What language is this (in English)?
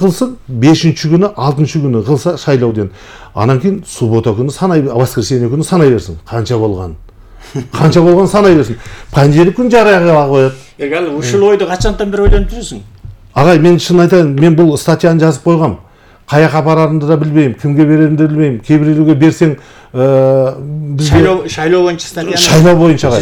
Kyrgyz